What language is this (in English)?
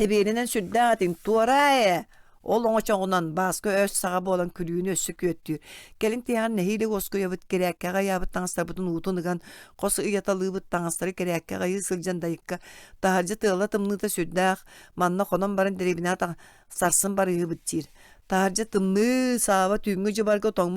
Yakut